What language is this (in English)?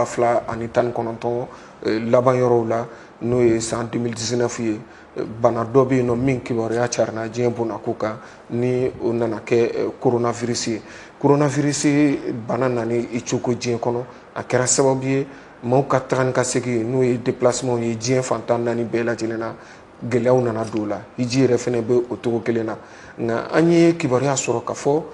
Bambara